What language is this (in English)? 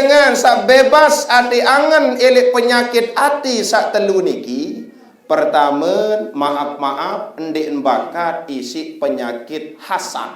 Sasak